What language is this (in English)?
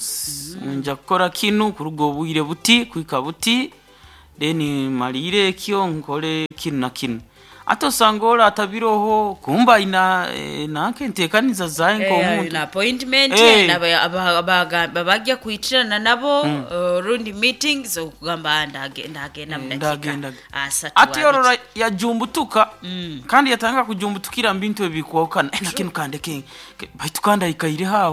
Nyoro